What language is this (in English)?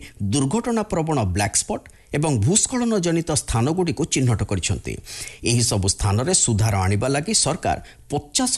Odia